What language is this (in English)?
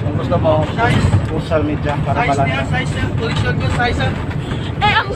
Hiligaynon